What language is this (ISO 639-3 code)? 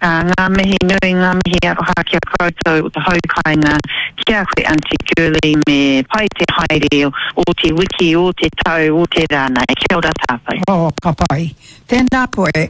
mri